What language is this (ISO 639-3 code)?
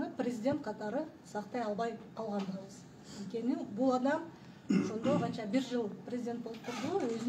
kir